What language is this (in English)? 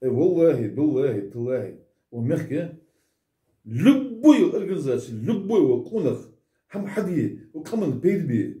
Ingush